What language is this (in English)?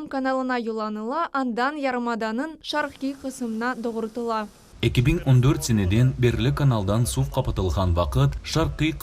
Crimean Tatar